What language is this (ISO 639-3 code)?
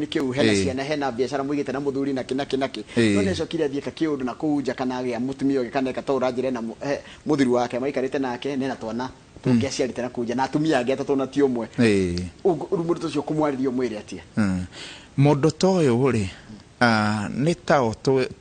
kik